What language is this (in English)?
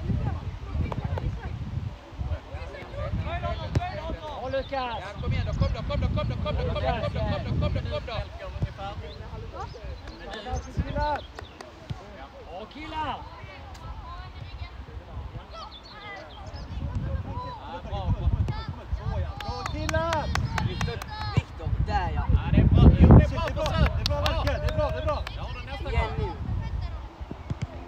Swedish